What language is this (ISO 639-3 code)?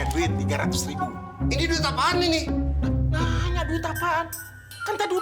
bew